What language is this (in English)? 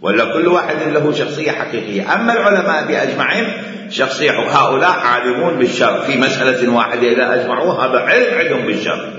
Mesopotamian Arabic